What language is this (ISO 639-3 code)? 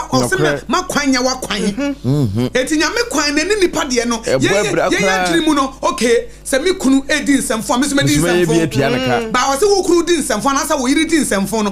aka